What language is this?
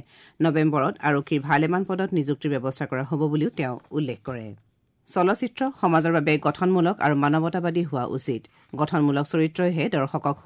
Assamese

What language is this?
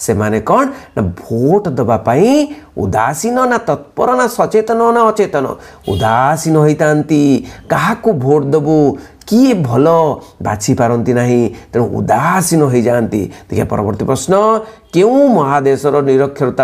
Odia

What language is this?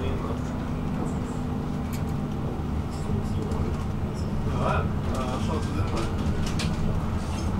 Swedish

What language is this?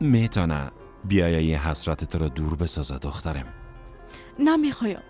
Persian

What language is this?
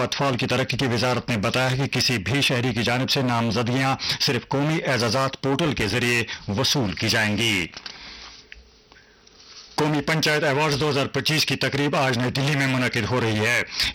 Urdu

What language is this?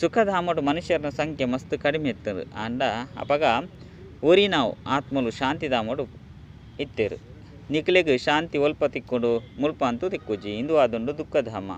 Tulu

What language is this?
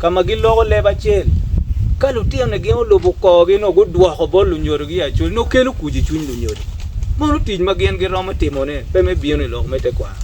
Acoli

